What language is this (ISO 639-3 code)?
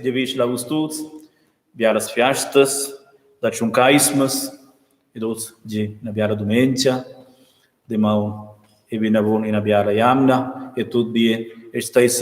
roh